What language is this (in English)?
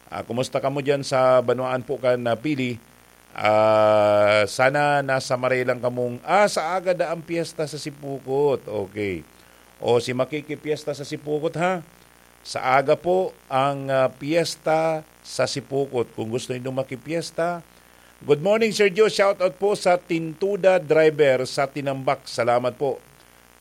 Bikol